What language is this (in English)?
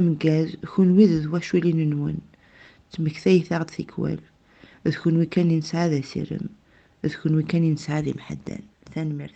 Kabyle